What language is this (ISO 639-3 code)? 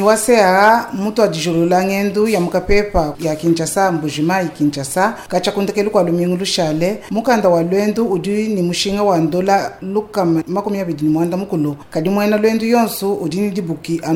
lua